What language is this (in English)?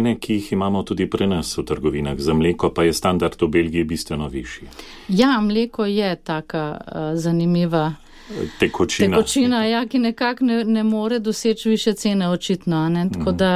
Slovenian